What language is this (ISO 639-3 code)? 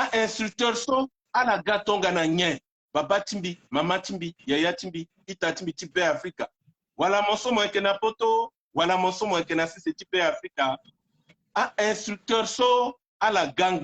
sag